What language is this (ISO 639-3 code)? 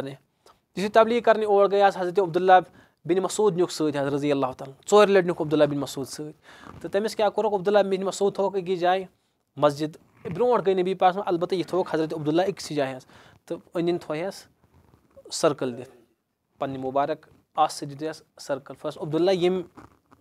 kas